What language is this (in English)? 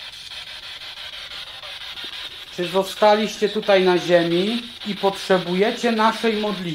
Polish